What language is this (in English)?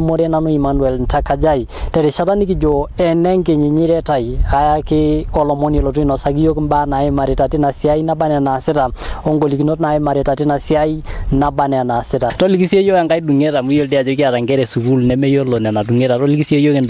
Masai